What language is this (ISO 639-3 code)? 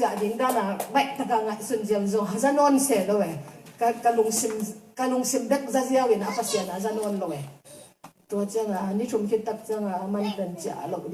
ctd